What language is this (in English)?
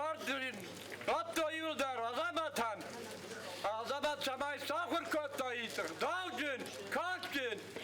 Ossetic